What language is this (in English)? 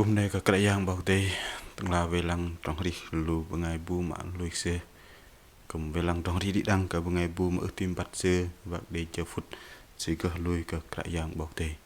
Bahnar